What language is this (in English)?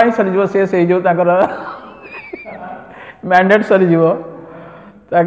Odia